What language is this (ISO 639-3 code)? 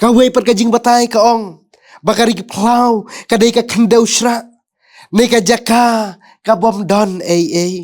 kha